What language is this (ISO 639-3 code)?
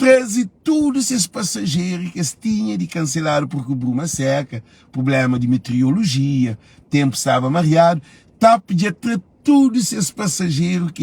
kea